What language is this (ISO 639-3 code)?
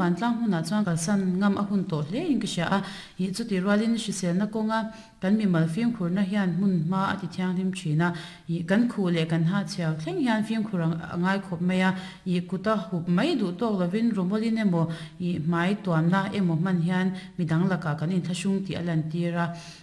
lus